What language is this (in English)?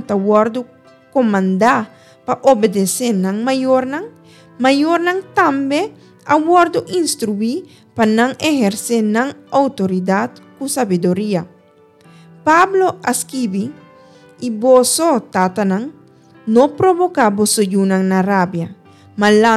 Papiamento